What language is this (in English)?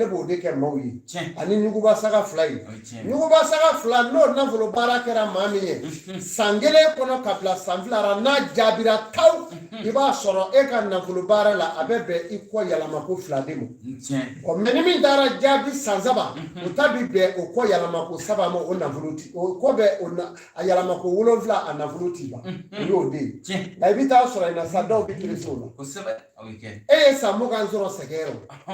Bambara